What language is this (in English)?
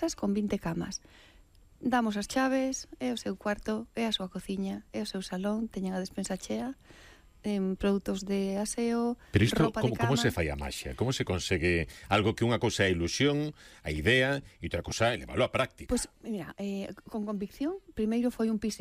Galician